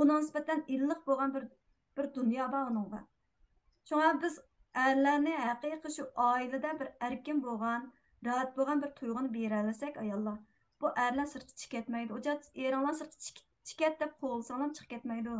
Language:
Uyghur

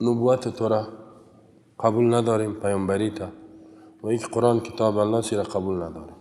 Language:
Persian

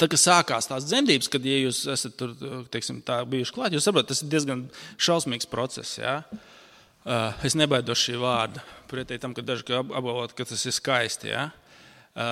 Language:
Latvian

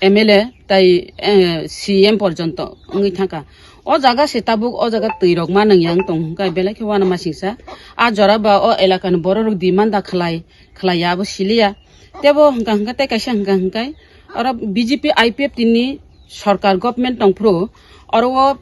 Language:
Kok Borok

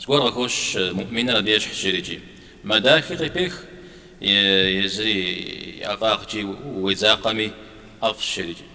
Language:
Kabardian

